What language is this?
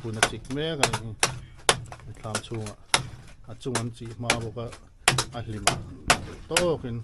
Mizo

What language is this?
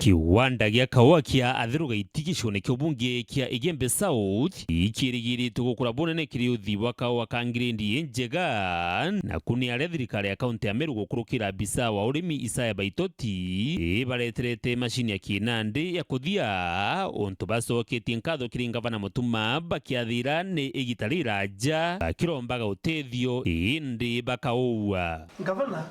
Meru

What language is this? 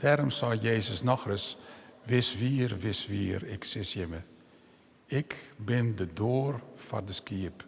Western Frisian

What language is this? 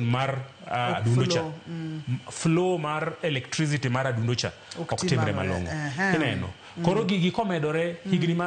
Luo (Kenya and Tanzania)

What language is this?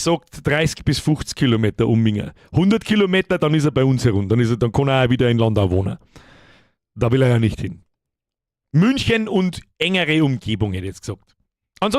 Bavarian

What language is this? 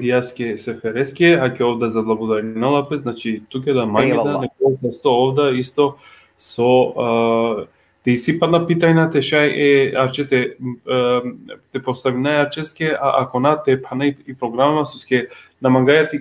Balkan Romani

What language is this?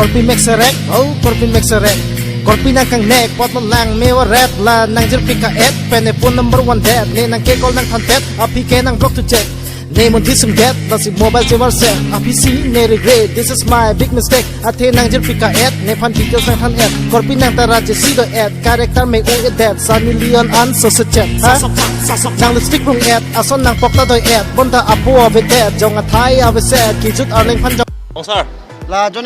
Karbi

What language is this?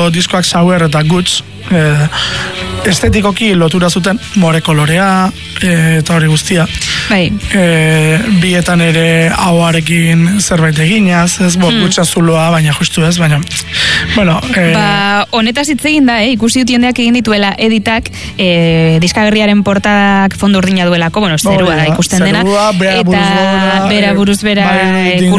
Basque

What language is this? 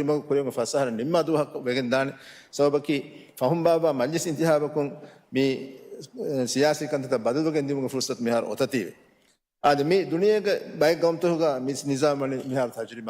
Divehi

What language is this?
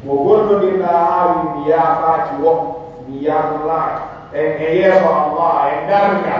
Pular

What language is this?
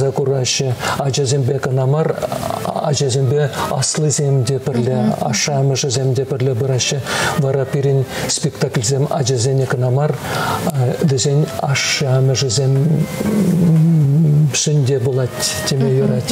Chuvash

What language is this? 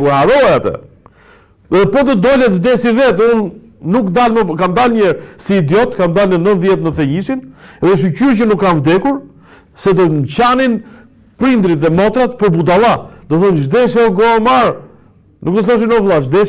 Albanian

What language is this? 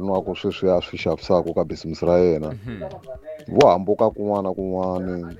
Tsonga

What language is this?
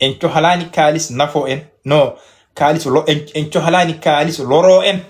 Fula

